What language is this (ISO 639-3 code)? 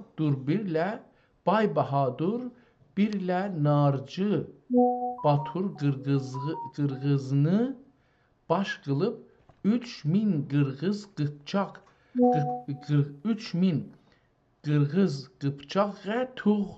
azb